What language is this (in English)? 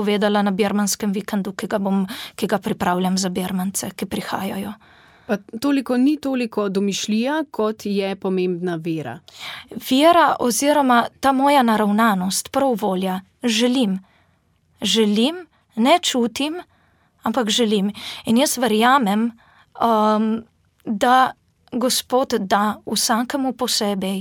Slovenian